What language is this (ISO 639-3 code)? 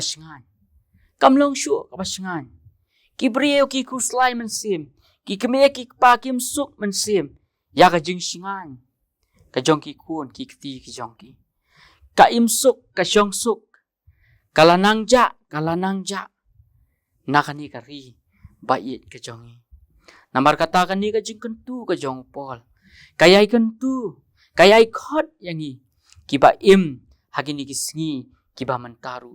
kha